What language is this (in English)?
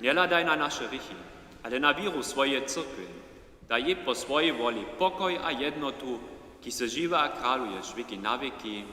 Upper Sorbian